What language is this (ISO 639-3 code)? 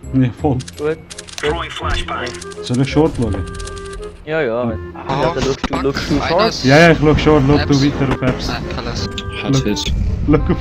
gsw